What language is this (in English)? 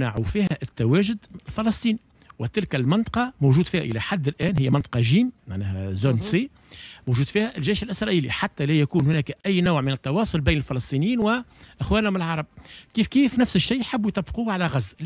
Tunisian Arabic